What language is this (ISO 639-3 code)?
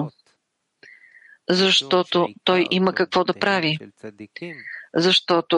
bul